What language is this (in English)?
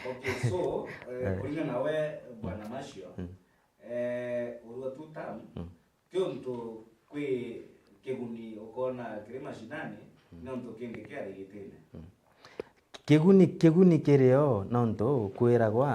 Meru